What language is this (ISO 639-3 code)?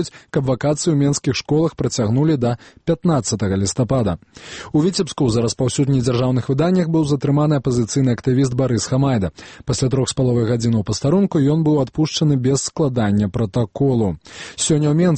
bel